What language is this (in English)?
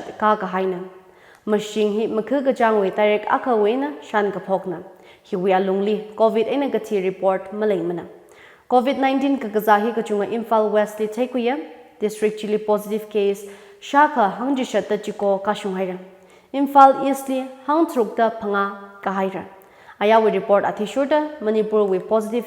Tangkhul Naga (India)